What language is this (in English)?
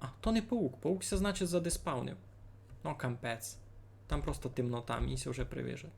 Rusyn